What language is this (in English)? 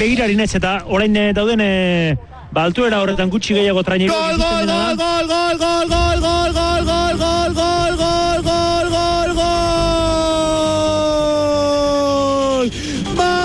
Basque